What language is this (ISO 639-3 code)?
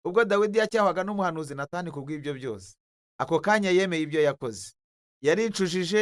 kin